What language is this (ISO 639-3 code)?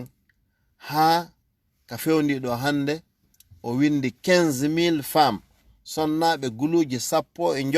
ful